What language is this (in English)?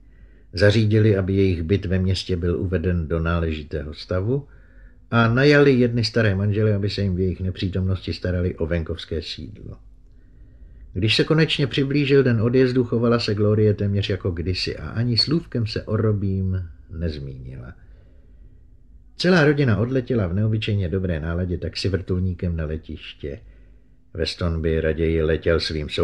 Czech